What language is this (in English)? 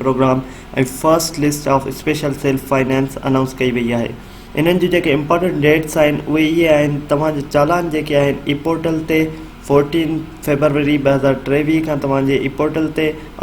Sindhi